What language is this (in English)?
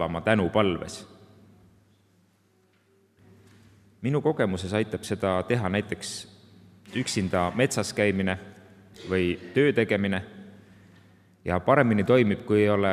Estonian